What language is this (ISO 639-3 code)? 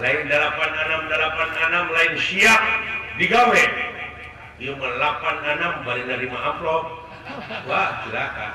sun